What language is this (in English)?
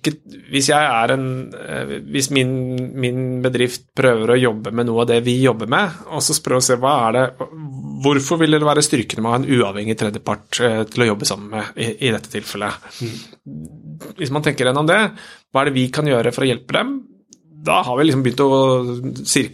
Norwegian